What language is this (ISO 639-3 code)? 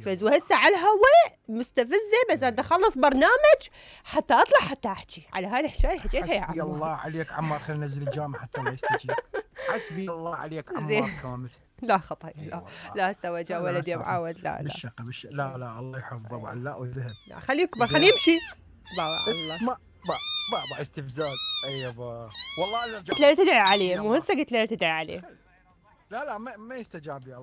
acm